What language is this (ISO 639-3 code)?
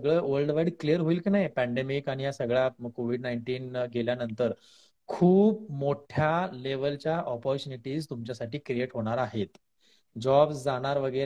mar